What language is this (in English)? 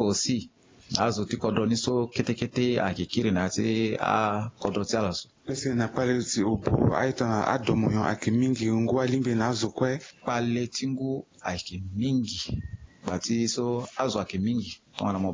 Sango